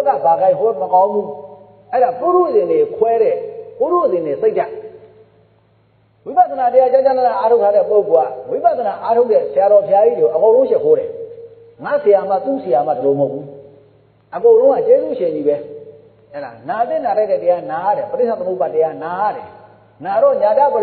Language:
Burmese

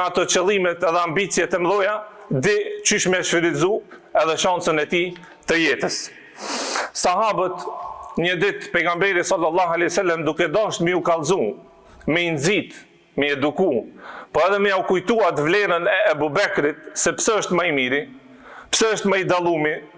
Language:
Albanian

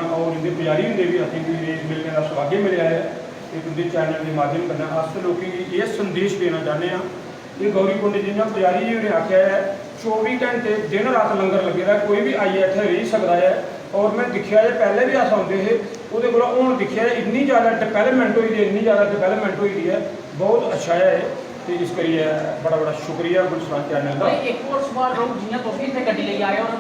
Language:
Dogri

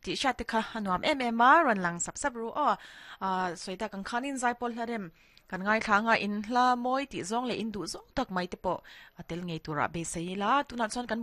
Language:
Mizo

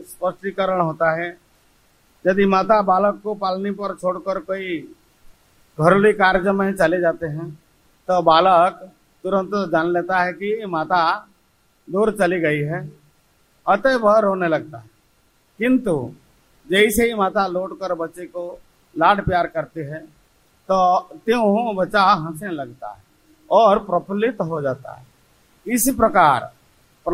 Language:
Hindi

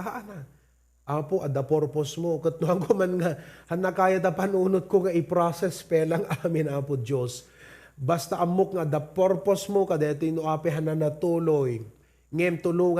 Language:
Iloko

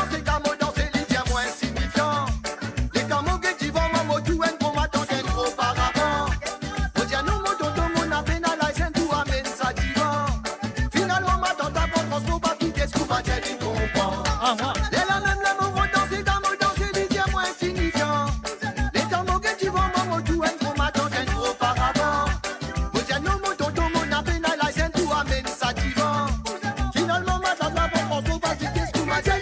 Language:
Morisyen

